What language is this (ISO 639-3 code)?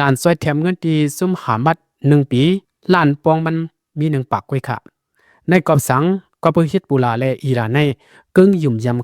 lao